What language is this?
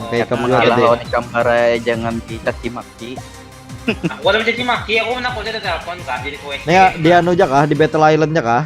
Banjar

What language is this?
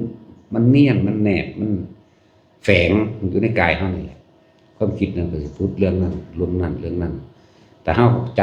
Northeastern Thai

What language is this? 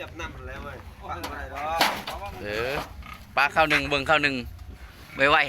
Lao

